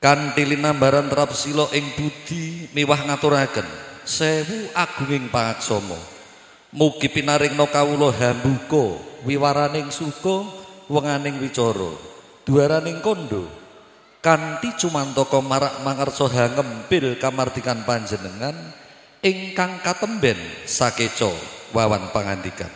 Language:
Javanese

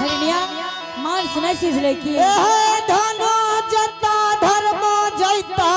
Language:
Angika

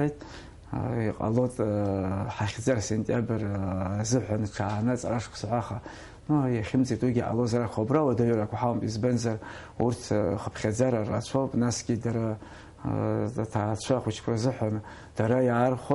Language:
Abkhazian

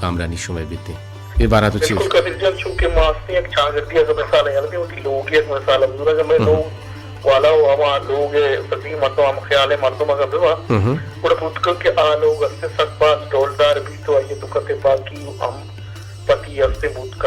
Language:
Baluchi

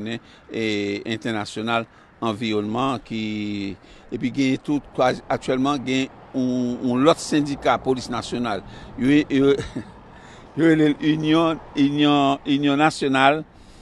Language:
Haitian Creole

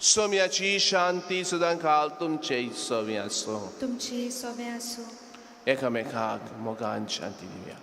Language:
Konkani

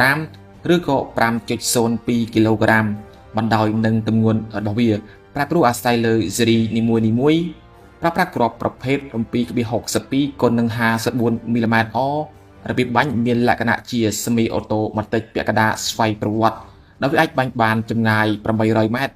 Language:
Khmer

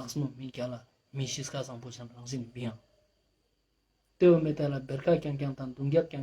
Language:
Ladakhi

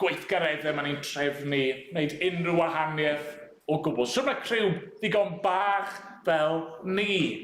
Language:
Welsh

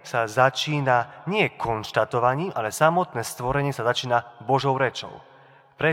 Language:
Slovak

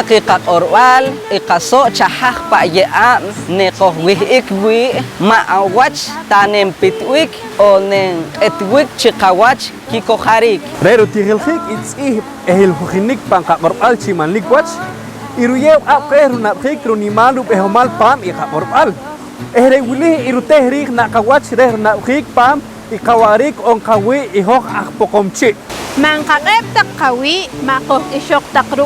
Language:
Poqomchi'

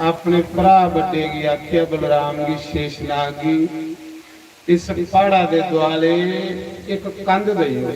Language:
Dogri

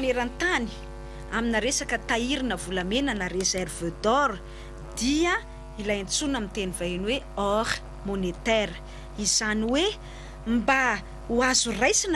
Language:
Malagasy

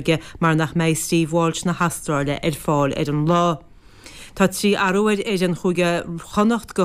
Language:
Irish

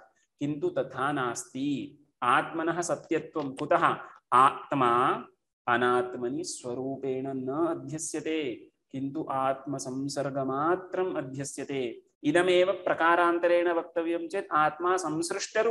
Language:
Sanskrit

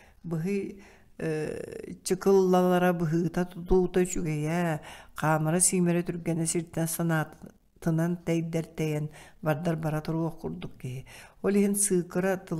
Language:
Yakut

